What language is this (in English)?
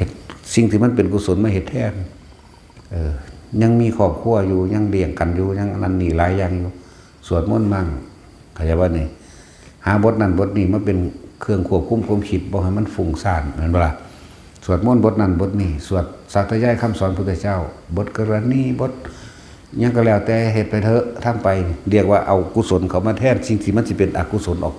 Northeastern Thai